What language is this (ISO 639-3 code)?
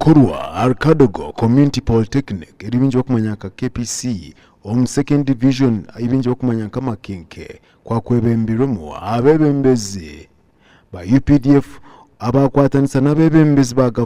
nyn